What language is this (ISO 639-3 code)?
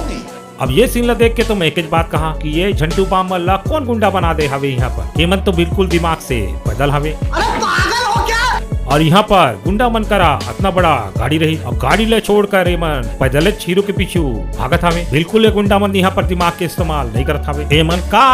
hne